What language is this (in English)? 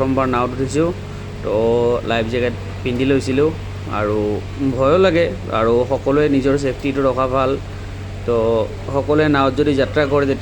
Assamese